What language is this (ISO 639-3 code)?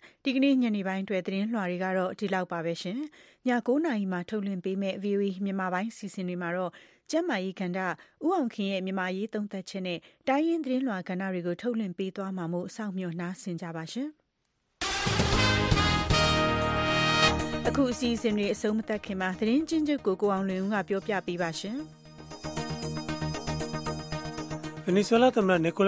mya